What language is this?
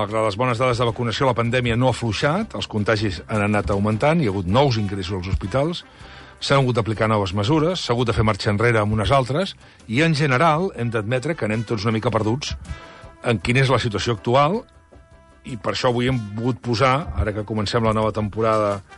Catalan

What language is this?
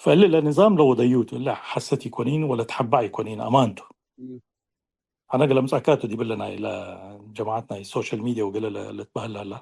Tigre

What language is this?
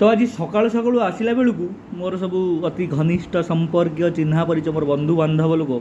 Odia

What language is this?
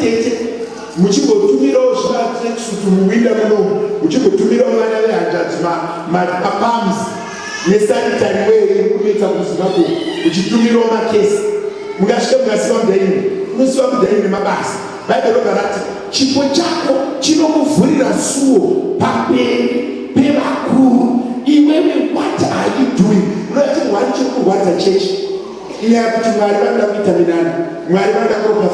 Shona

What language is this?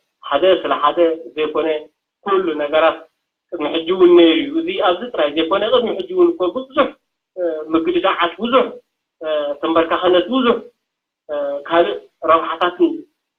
Tigrinya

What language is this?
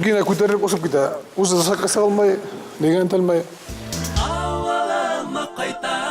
Bashkir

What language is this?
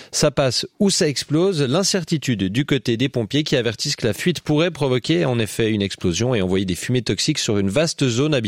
French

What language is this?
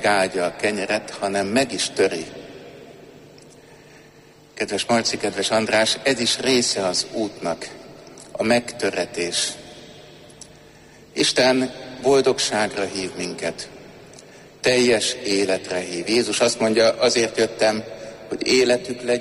Hungarian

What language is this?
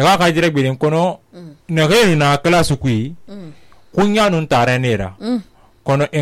Susu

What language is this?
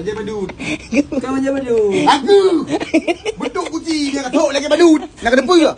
Achinese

